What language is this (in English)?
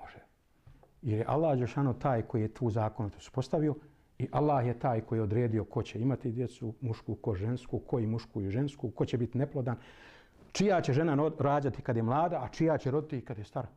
Bosnian